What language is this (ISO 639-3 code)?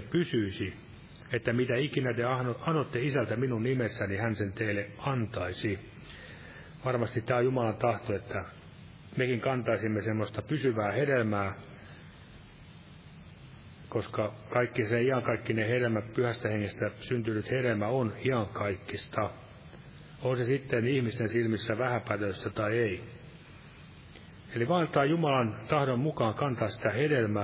fin